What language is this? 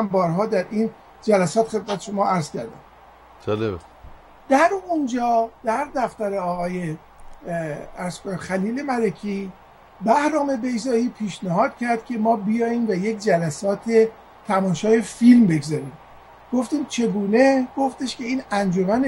Persian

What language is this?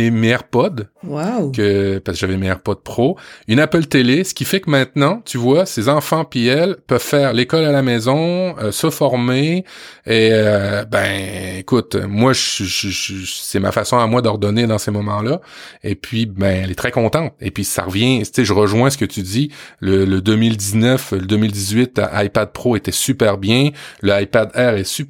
French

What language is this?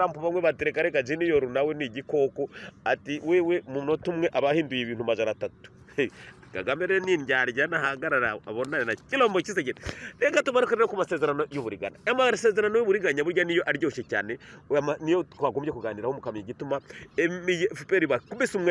Kinyarwanda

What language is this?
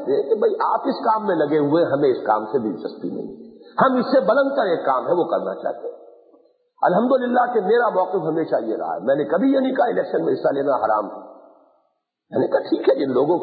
Urdu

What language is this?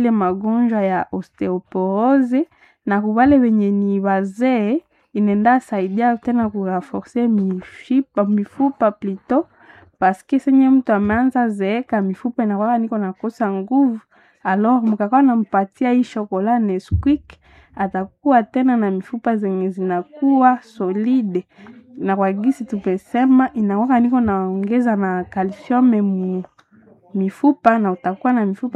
Swahili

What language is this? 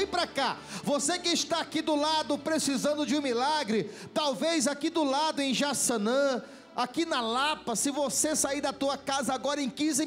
Portuguese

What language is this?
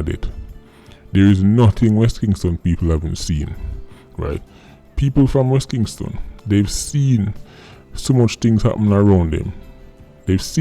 Jamaican Creole English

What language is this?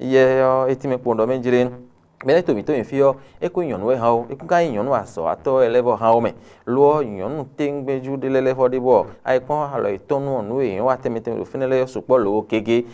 Fon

